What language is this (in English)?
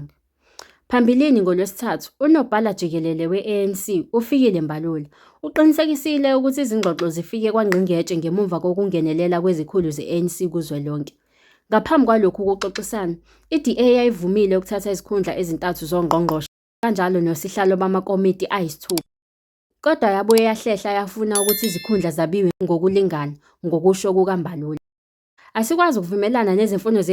Zulu